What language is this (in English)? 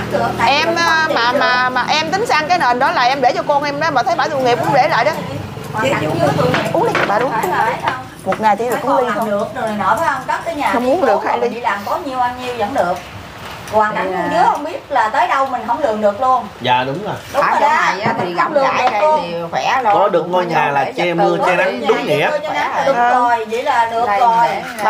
Vietnamese